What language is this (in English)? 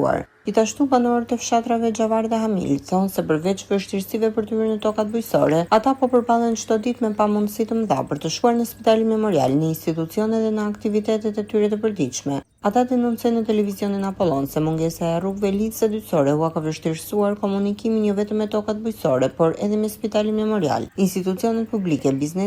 Albanian